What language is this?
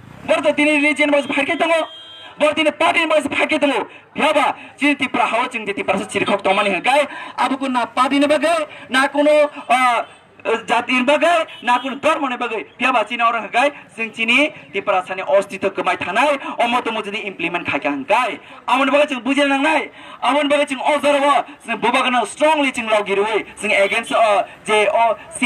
Kok Borok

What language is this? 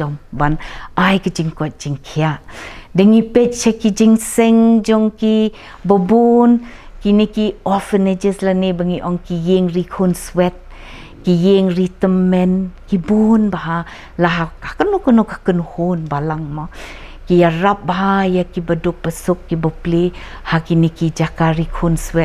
Khasi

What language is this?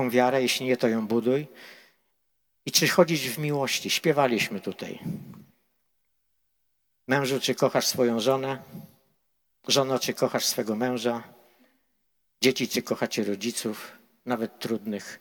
Polish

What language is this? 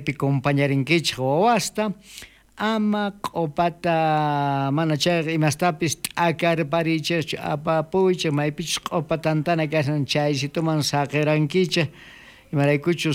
South Bolivian Quechua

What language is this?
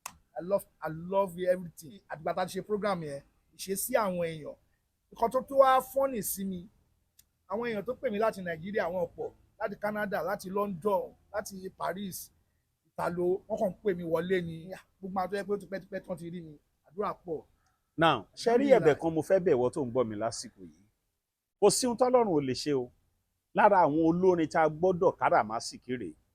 Yoruba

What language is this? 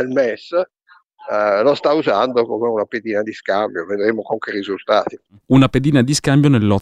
Italian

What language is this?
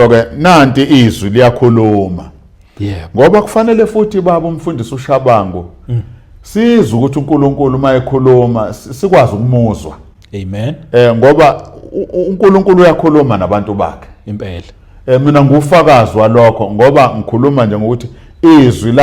Zulu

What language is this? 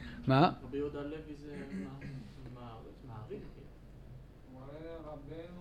Hebrew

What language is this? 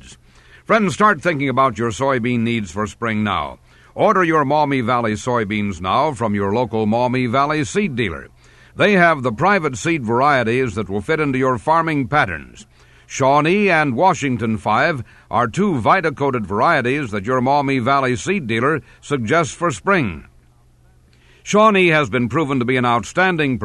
English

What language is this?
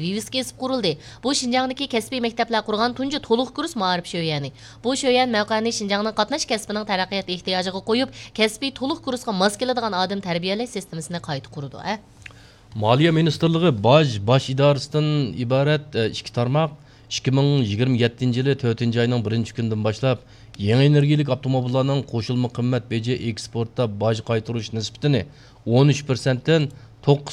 Uyghur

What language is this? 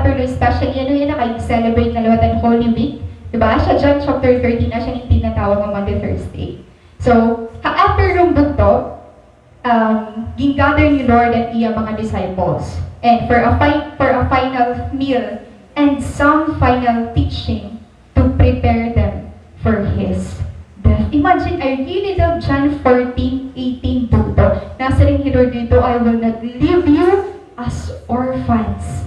Waray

